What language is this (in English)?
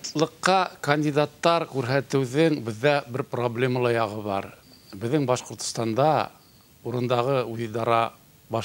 Bashkir